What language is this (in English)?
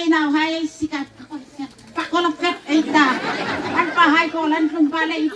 Hmar